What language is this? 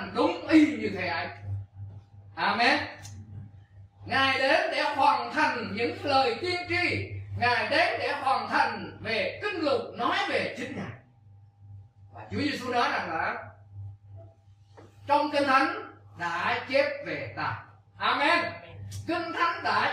Vietnamese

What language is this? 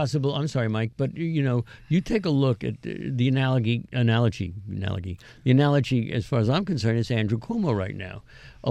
English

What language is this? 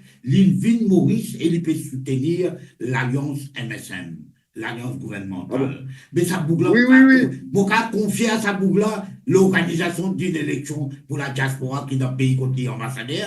Morisyen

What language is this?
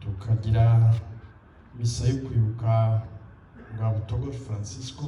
Kinyarwanda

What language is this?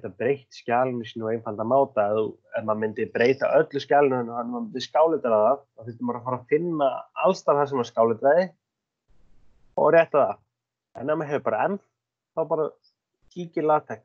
Icelandic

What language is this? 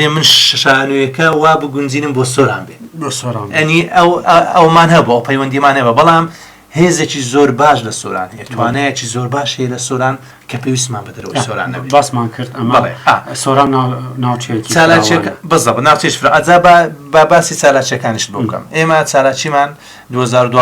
Central Kurdish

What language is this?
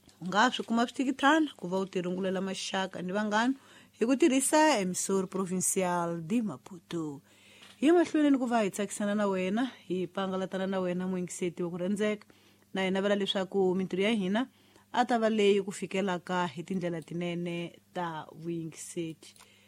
Tsonga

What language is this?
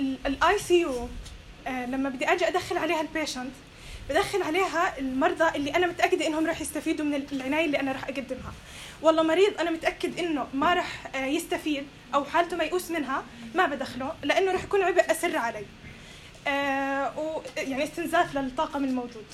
North Levantine Arabic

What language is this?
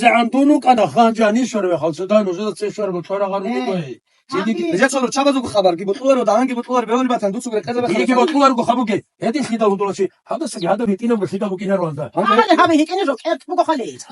Avaric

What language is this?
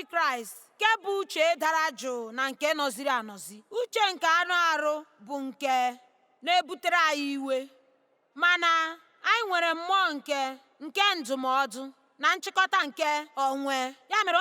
Igbo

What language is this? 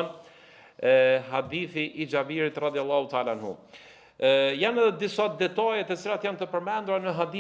Albanian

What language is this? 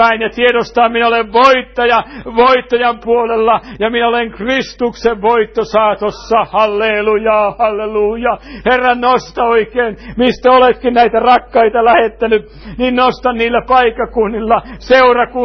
Finnish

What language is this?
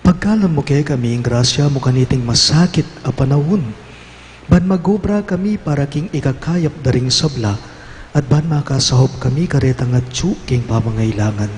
Pampanga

